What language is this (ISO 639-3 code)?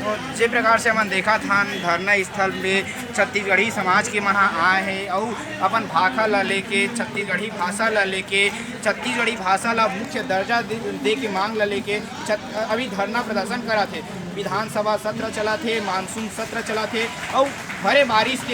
hne